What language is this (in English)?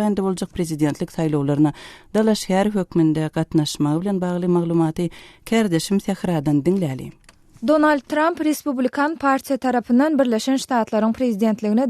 Turkmen